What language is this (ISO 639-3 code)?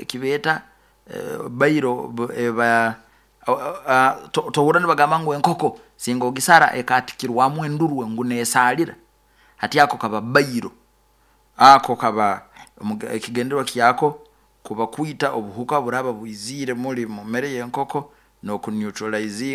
nyo